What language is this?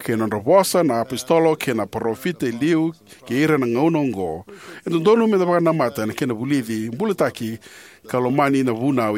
Fijian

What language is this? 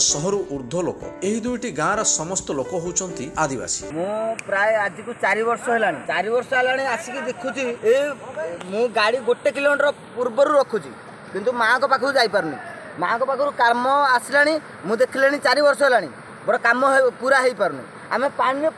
Odia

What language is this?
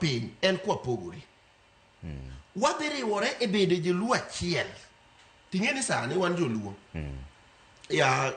Luo (Kenya and Tanzania)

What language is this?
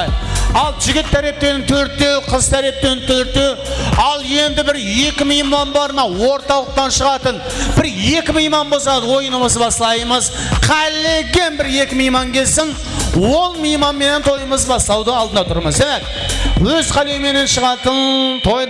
Kara-Kalpak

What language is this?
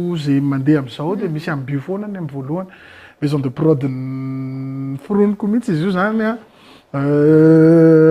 Malagasy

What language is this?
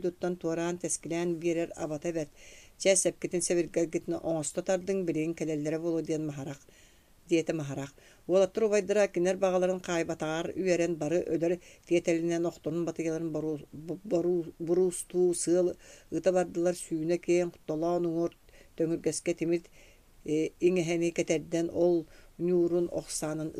Yakut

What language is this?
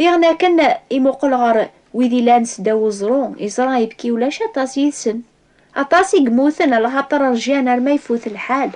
Kabyle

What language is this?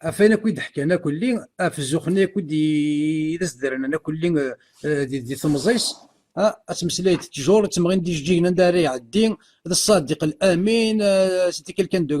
Kabyle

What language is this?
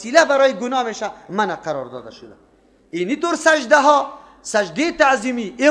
Persian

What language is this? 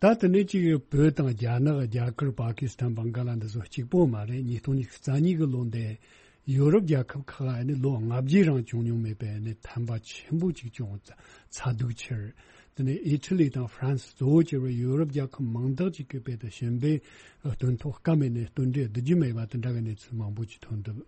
Tibetan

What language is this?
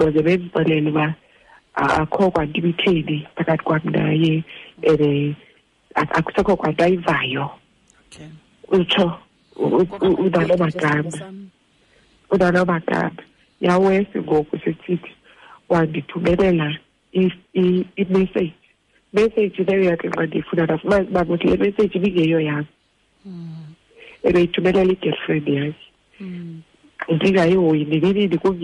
Xhosa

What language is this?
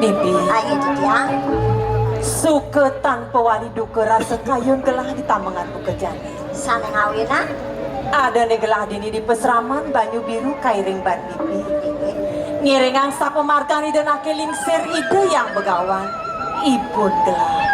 Balinese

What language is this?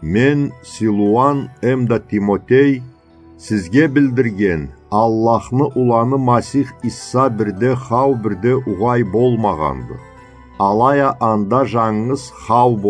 Karachay-Balkar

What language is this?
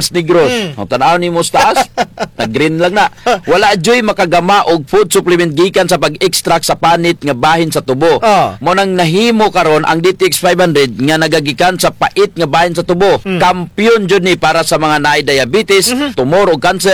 Cebuano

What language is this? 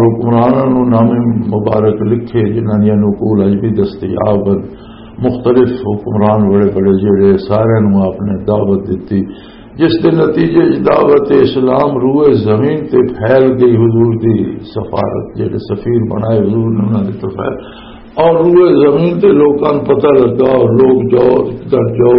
Western Panjabi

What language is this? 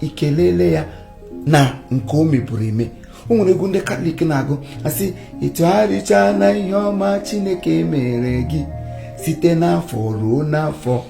Igbo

